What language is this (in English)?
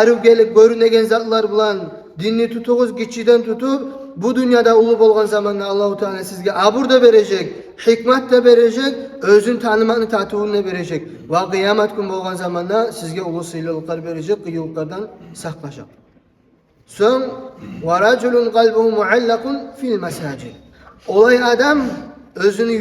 Kumyk